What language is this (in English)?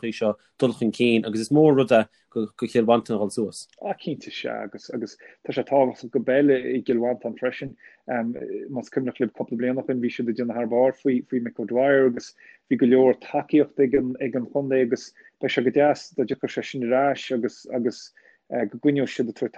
Irish